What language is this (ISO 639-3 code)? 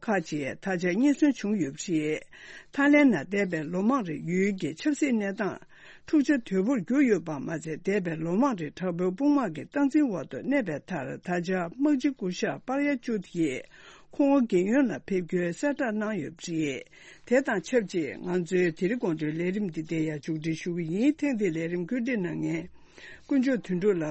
bod